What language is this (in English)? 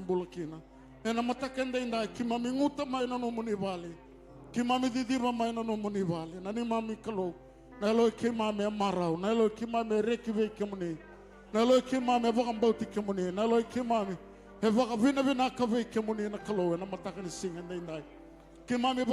Fijian